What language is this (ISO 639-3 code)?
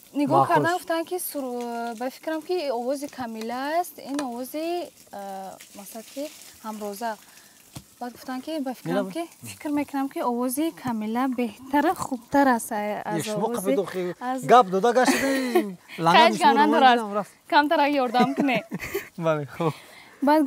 tgk